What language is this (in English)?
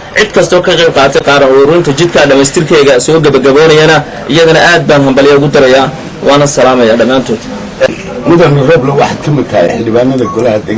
Somali